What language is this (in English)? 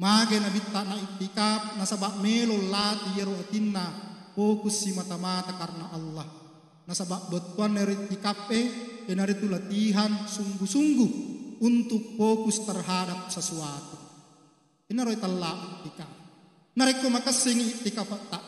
Buginese